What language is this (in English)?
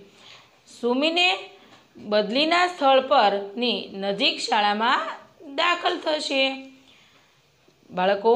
Gujarati